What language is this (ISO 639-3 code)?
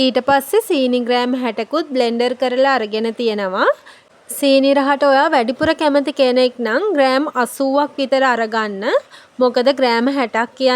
sin